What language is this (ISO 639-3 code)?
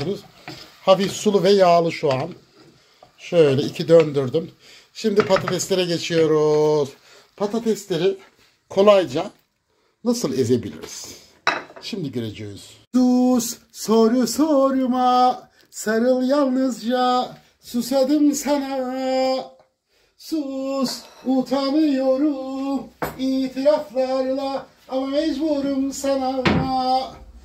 tur